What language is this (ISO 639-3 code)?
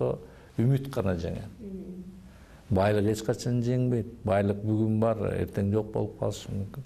kir